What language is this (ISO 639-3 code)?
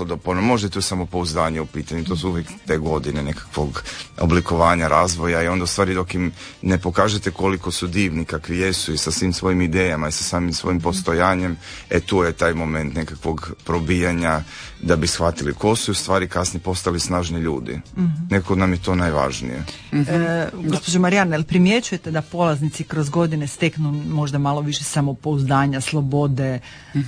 hrv